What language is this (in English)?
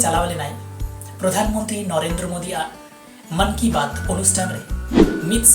Santali